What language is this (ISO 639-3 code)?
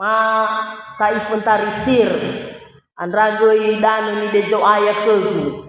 nia